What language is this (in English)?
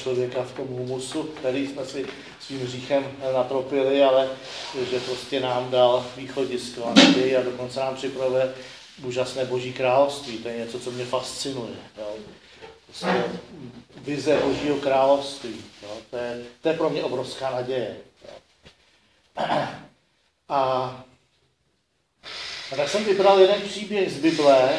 Czech